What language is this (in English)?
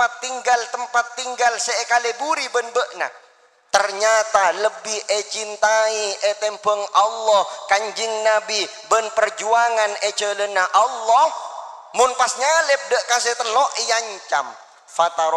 Madurese